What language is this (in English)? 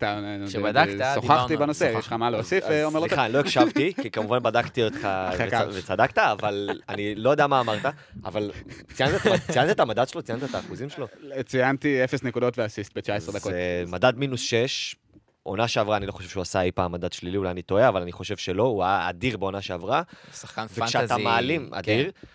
Hebrew